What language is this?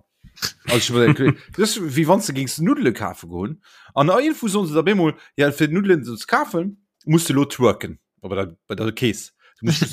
Luxembourgish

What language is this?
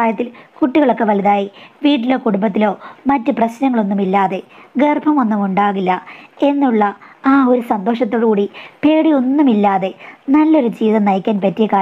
Malayalam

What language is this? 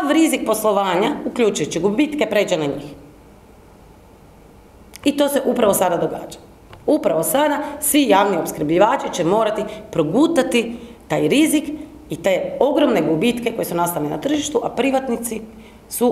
Croatian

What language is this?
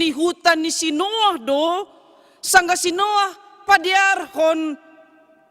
Batak Simalungun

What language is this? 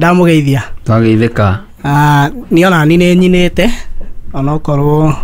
Kikuyu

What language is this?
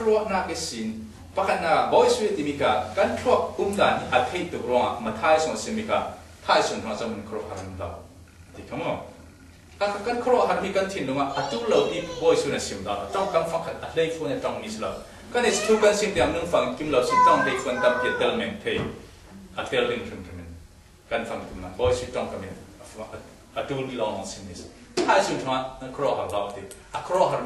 Falam Chin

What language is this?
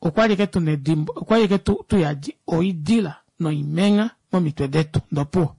Kuanyama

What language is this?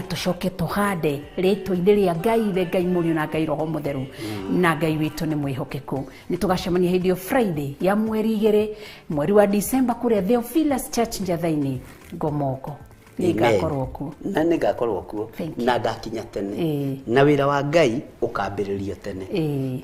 Kikuyu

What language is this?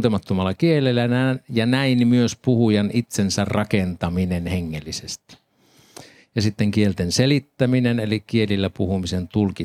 Finnish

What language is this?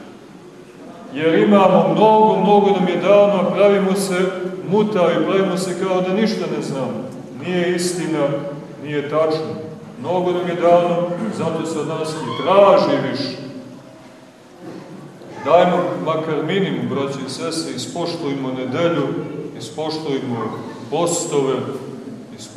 Serbian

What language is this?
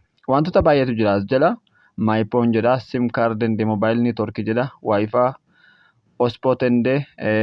Oromo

